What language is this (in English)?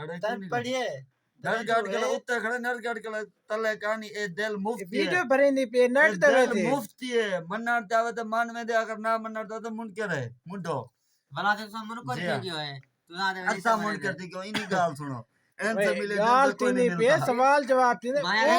Saraiki